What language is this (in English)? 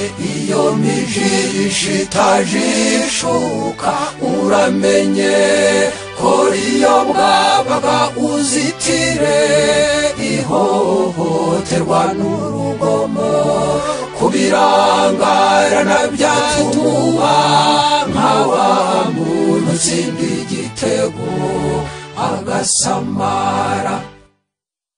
Kinyarwanda